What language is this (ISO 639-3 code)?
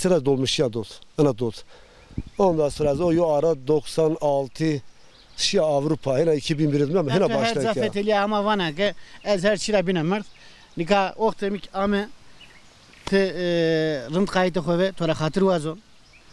zza